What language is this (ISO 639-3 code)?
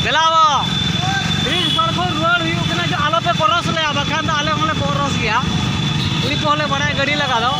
sat